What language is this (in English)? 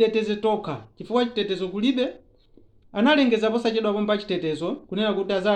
Nyanja